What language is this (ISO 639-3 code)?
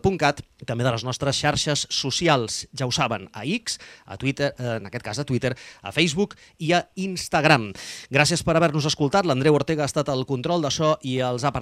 cat